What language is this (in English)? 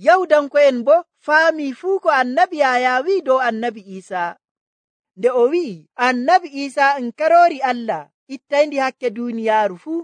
Nigerian Fulfulde